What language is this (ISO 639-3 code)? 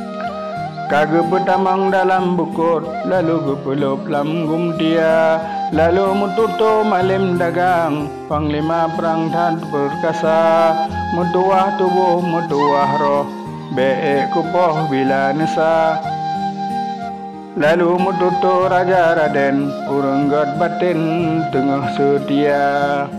ace